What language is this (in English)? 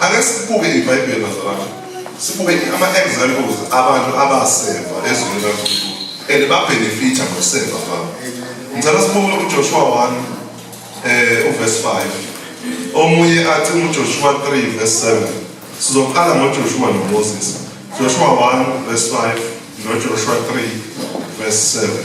Zulu